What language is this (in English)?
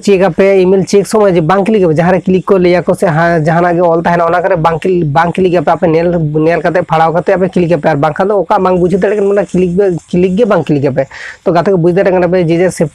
Santali